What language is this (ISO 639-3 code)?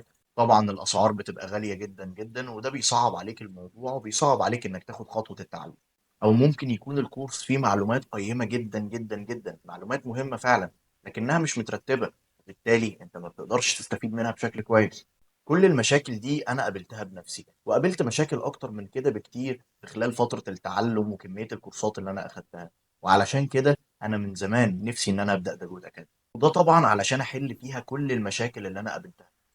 arz